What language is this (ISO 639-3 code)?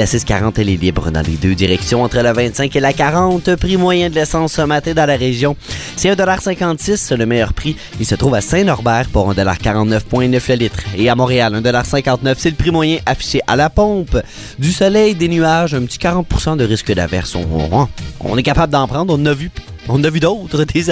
fra